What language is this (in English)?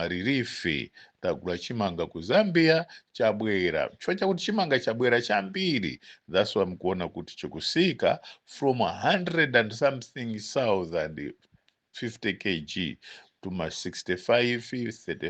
Nyanja